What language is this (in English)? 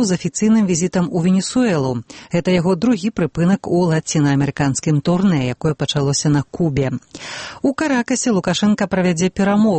Belarusian